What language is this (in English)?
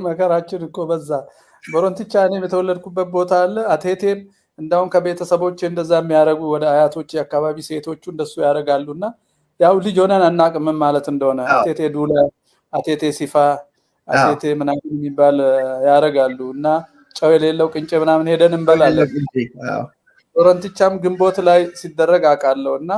Amharic